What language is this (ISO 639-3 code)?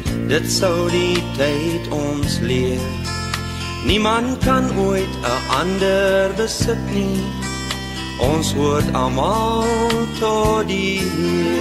afr